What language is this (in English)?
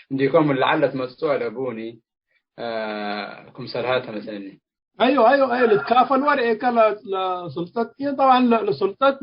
Tigre